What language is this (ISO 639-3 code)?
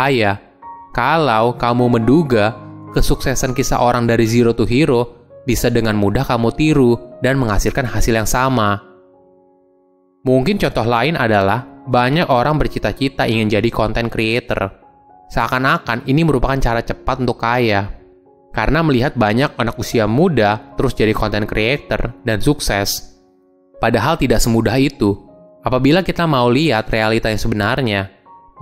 ind